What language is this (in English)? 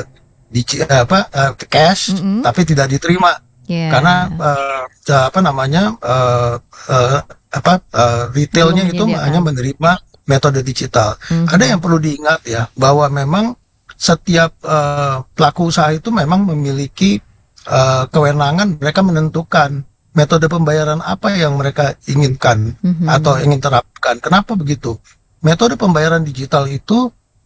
Indonesian